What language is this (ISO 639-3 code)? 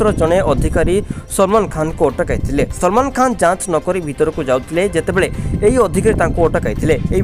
ori